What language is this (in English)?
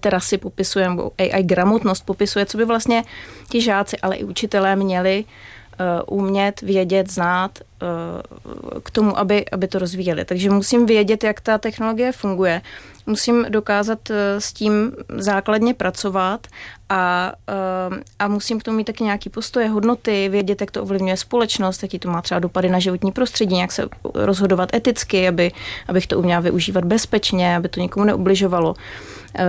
Czech